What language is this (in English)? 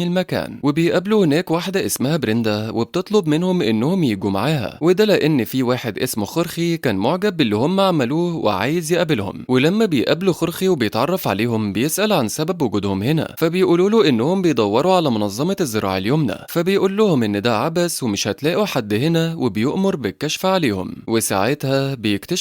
Egyptian Arabic